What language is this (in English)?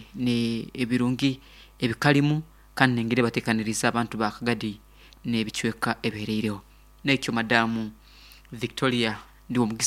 Nyankole